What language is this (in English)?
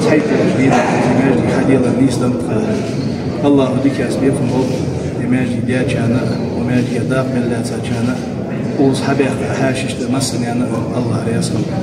Ingush